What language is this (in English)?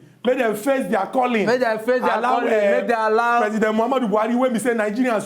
Nigerian Pidgin